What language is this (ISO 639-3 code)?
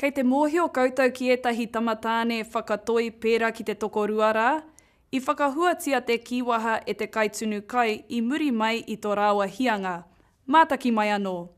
mri